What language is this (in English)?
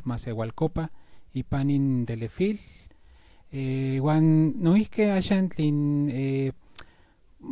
Central Nahuatl